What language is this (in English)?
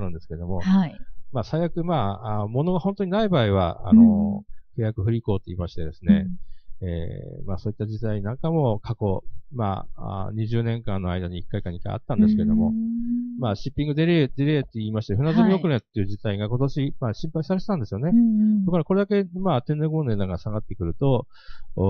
Japanese